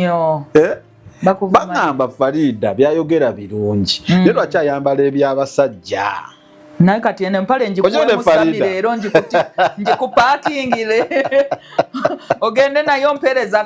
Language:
Ganda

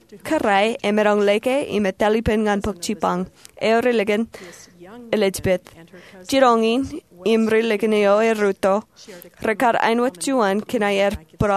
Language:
Marshallese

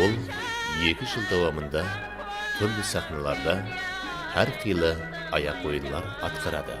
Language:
Kara-Kalpak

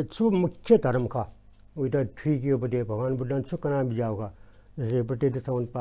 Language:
Newari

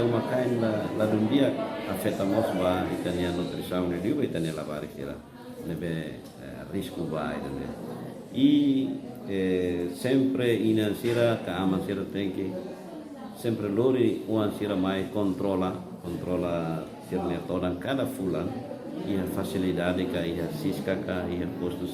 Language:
Tetum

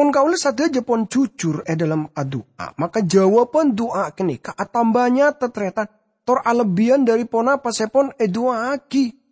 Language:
Madurese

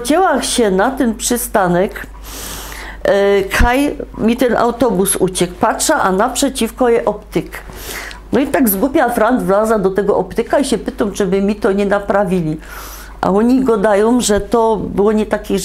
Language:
Silesian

